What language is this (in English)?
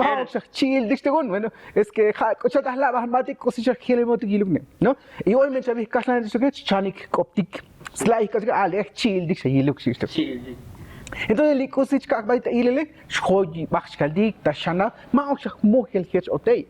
Tzotzil